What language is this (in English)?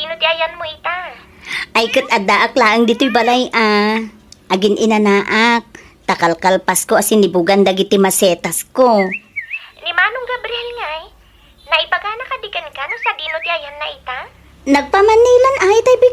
Iloko